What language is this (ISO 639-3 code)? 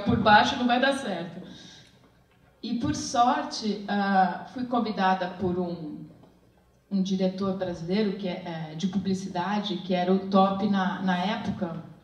por